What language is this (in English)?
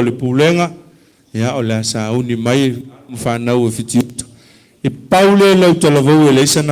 Samoan